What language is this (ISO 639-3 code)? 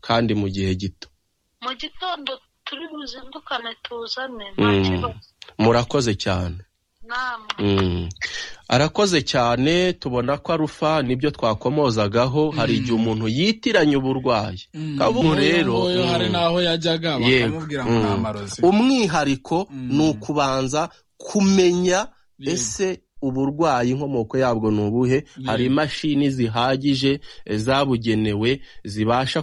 kin